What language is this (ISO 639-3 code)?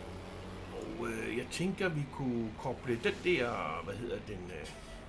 dan